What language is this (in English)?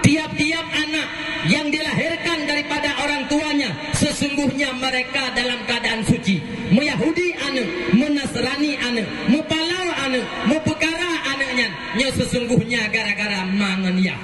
Achinese